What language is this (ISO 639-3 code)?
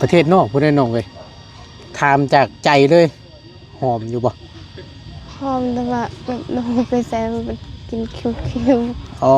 lao